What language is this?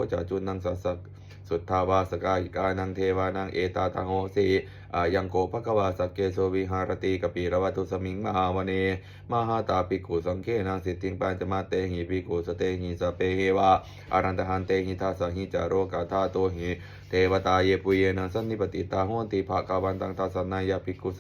Pali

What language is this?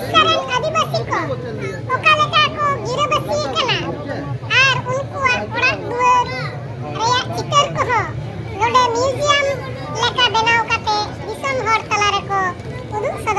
Santali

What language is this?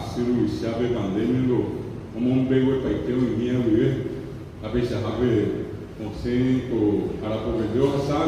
Guarani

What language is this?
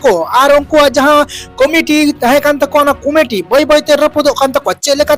Santali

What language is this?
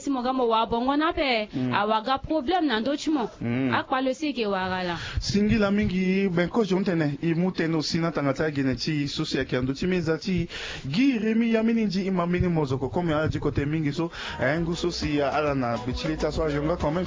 Sango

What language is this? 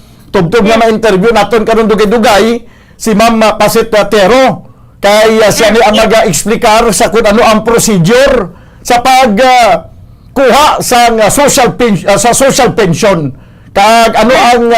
Hiligaynon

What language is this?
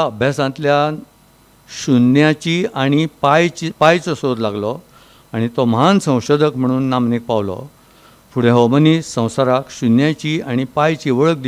Konkani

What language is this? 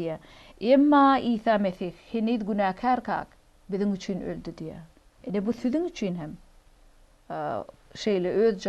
Turkmen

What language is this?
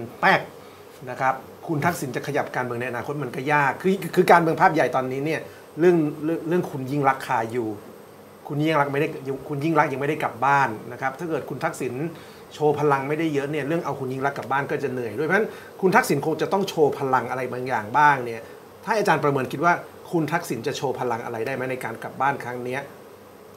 Thai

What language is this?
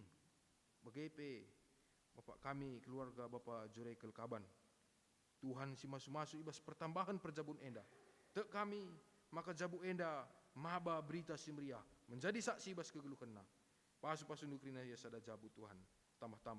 Batak Karo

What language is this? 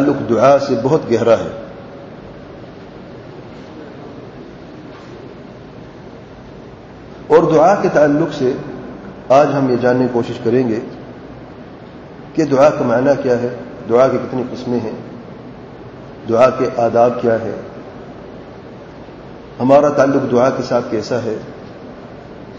Urdu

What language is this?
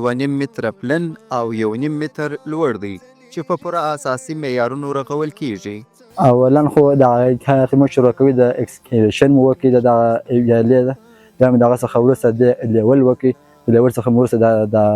Pashto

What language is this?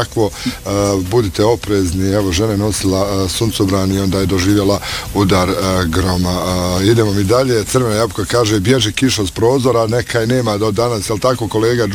Bosnian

